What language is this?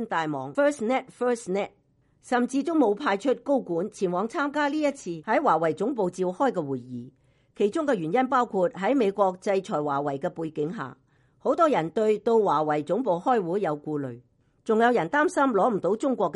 Cantonese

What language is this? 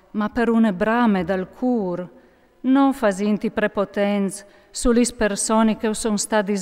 Friulian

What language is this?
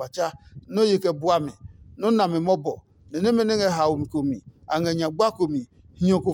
Adangme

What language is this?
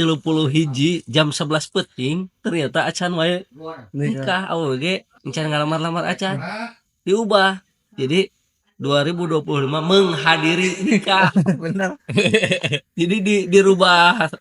Sundanese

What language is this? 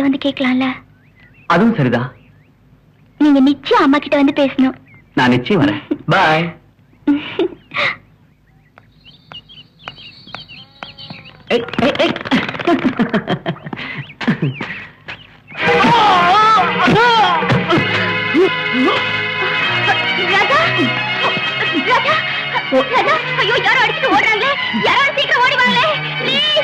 Tamil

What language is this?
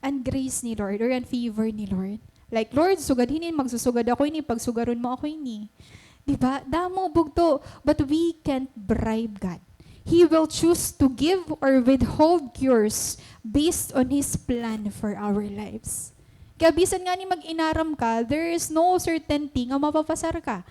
Waray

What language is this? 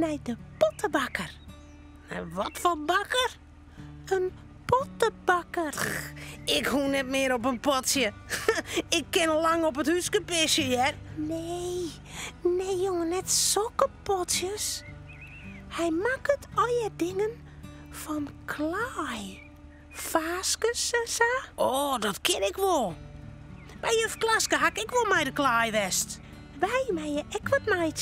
Western Frisian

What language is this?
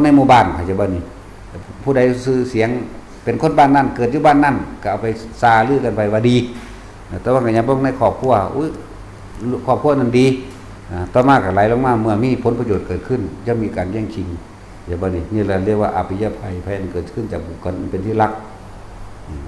Northeastern Thai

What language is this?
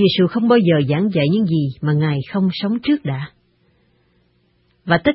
Vietnamese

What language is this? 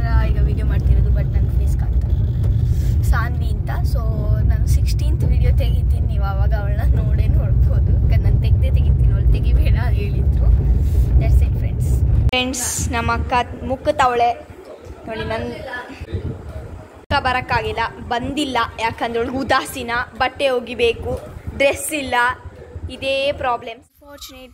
Kannada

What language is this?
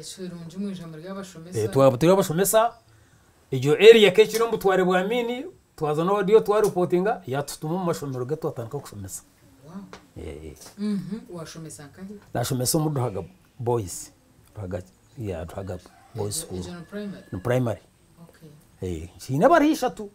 Nyankole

